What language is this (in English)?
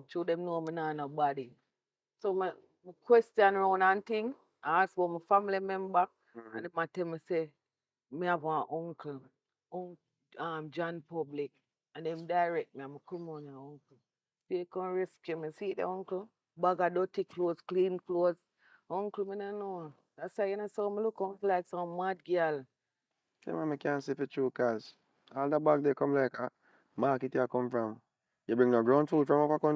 Jamaican Creole English